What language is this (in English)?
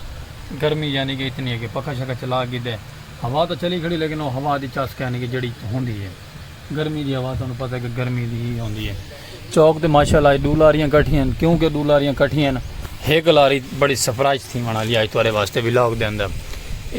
Saraiki